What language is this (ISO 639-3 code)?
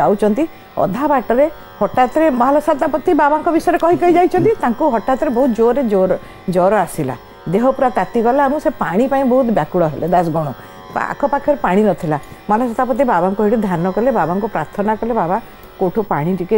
ori